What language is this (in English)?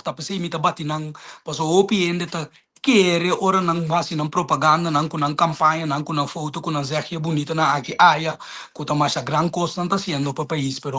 Papiamento